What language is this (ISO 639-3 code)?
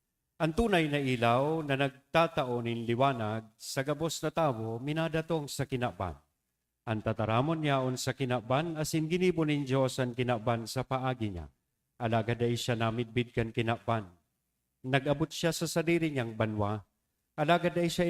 bik